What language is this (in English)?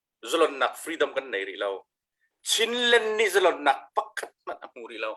Hakha Chin